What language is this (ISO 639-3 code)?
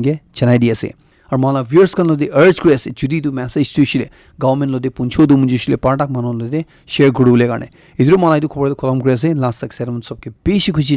nag